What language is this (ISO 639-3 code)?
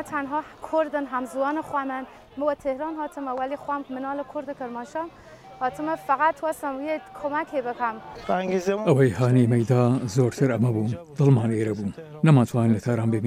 ckb